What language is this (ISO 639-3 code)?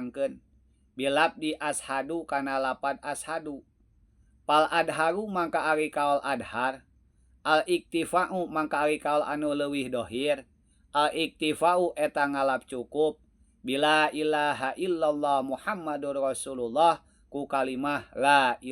sun